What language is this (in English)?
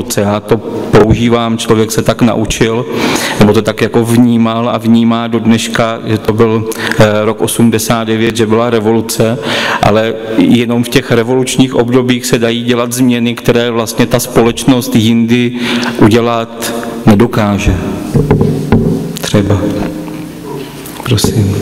Czech